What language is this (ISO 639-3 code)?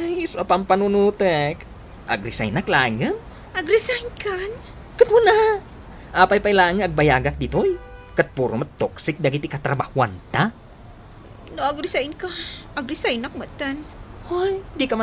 ilo